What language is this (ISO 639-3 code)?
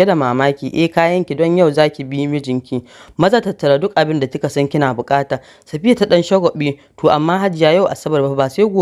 hau